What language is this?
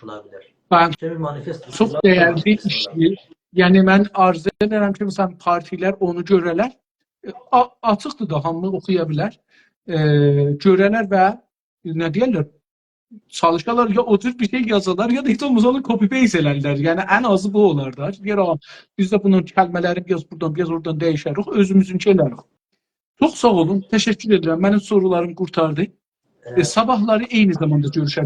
South Azerbaijani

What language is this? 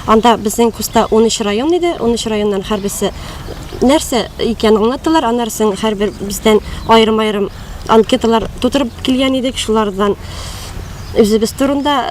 Tatar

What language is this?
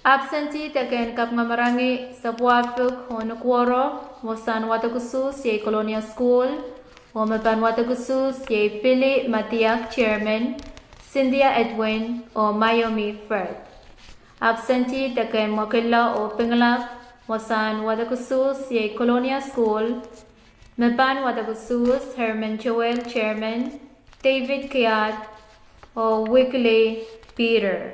Pohnpeian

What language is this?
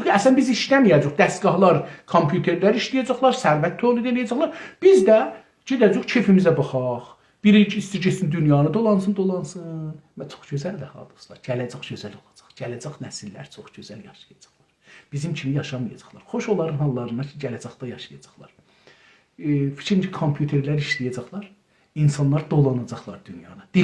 South Azerbaijani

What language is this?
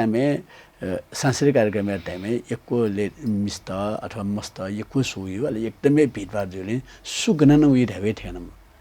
Newari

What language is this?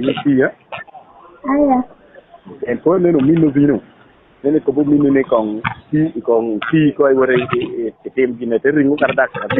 Lango (Uganda)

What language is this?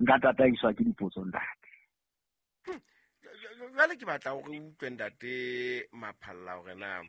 Southern Sotho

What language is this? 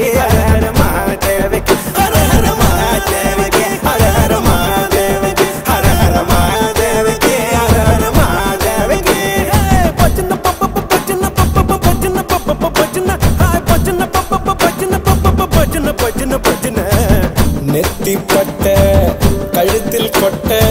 Tamil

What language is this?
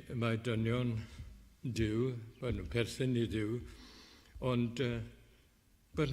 Welsh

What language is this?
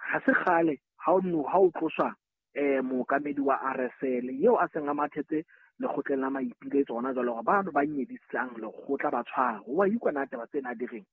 Southern Sotho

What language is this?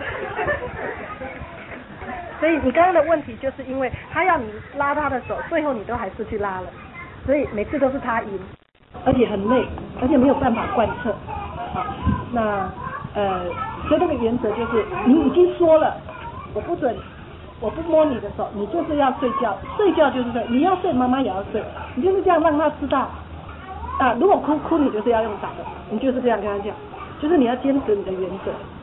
Chinese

